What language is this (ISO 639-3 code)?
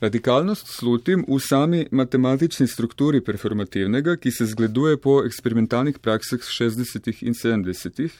slv